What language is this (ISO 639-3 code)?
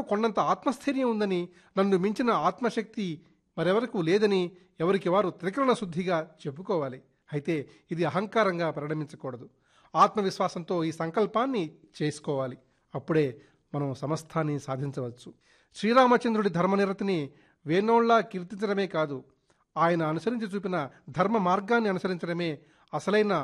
tel